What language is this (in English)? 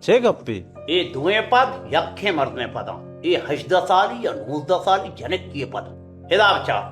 Baluchi